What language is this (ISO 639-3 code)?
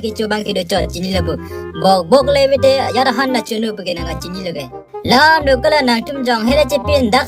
mjw